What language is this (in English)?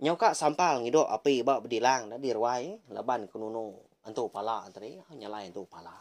Iban